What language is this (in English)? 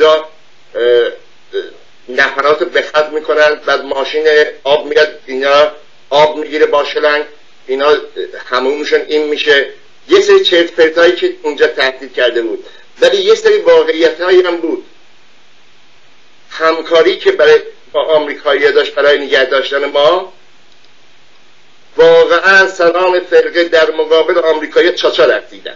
Persian